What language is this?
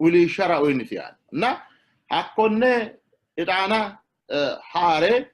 Sidamo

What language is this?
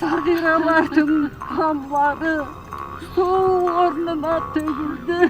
Kara-Kalpak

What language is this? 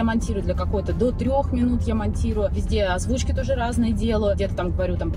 Russian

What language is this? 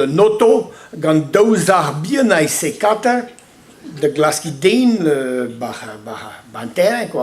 Breton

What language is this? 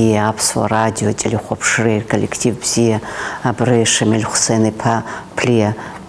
Abkhazian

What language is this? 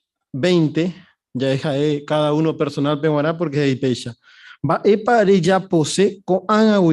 Guarani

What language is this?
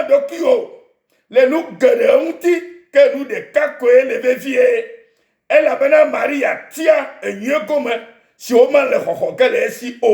Ewe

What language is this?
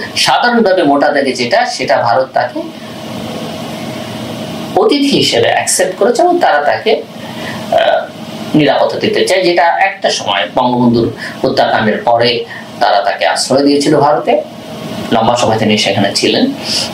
Bangla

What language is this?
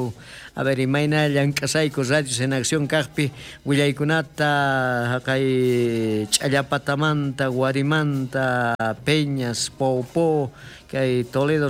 South Bolivian Quechua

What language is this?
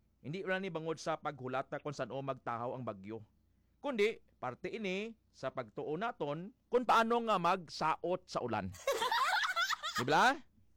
Hiligaynon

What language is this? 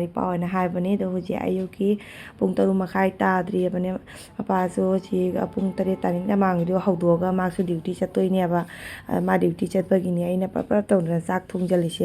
Manipuri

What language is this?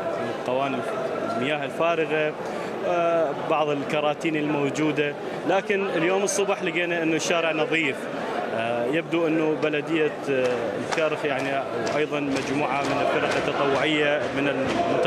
Mesopotamian Arabic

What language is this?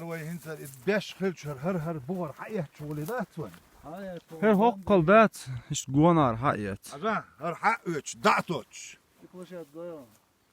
Chechen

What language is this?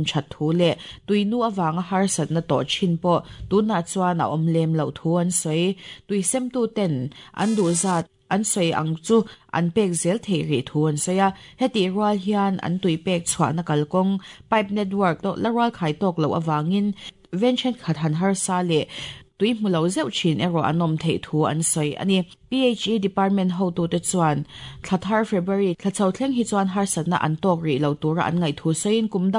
Mizo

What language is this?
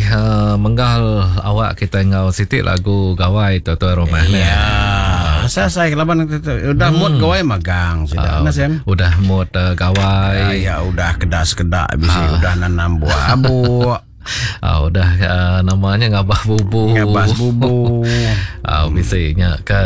Iban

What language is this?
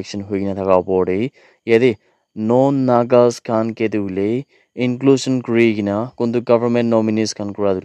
Naga Pidgin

